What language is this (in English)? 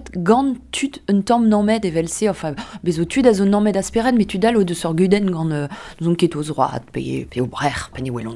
Breton